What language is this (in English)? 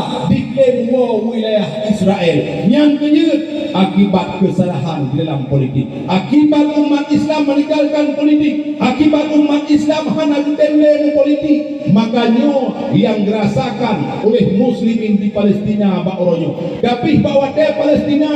Achinese